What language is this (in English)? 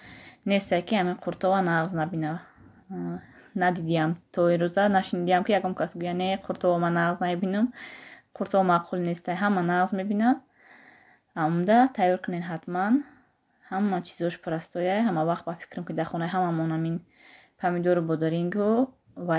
Tajik